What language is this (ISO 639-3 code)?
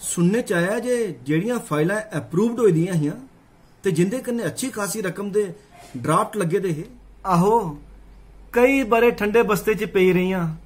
doi